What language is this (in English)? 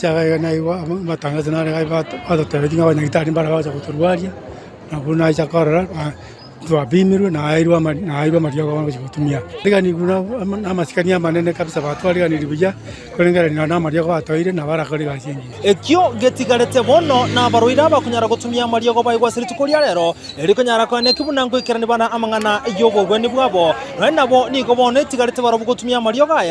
Gusii